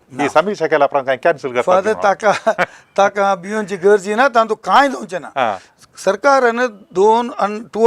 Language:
Konkani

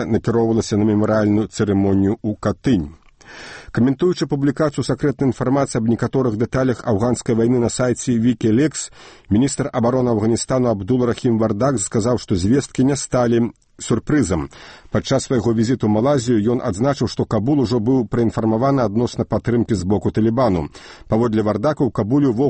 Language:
Belarusian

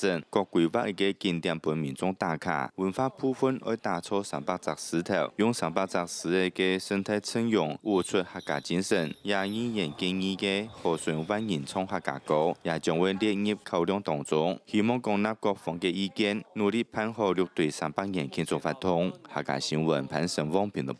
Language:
Hakka Chinese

